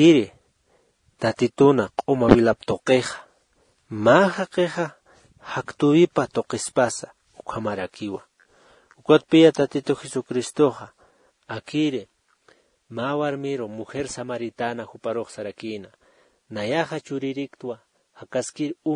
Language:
Aymara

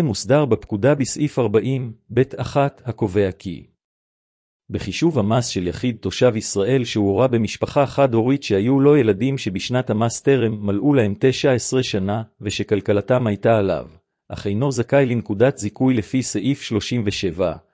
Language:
Hebrew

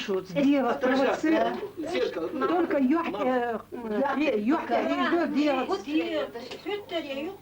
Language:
Chechen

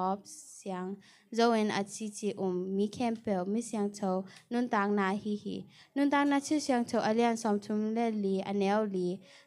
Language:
Tedim Chin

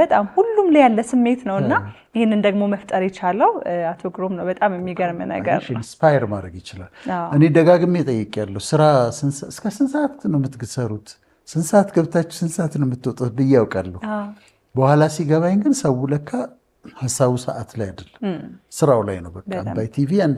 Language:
Amharic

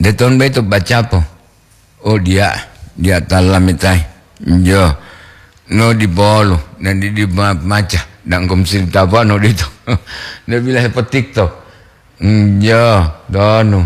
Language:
Gorontalo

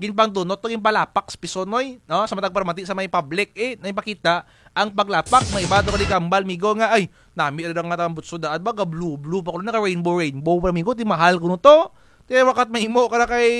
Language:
Kinaray-a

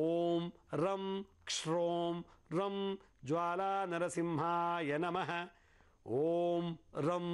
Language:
Kannada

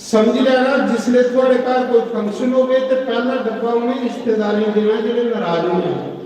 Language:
Dogri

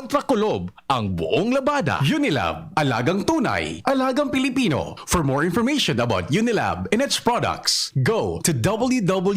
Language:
Bikol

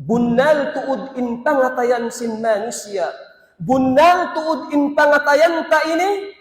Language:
Tausug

